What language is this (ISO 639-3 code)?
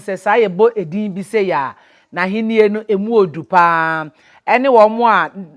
aka